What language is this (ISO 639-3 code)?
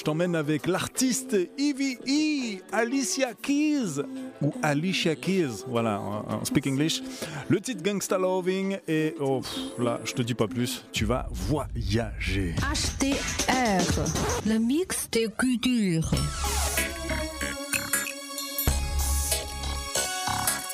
fra